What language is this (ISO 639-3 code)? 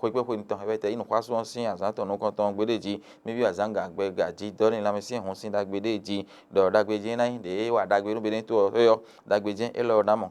fon